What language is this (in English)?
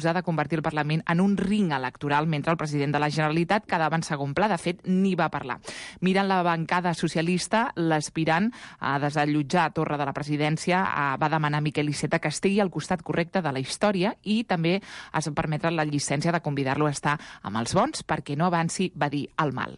Catalan